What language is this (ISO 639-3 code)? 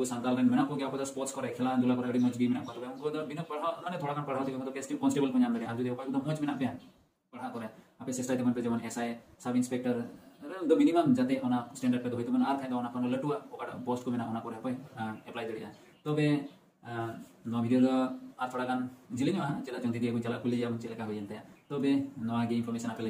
sat